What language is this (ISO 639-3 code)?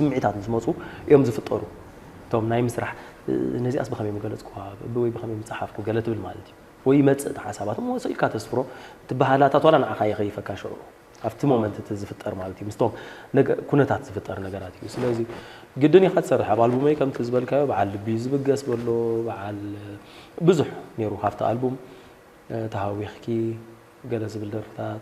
tir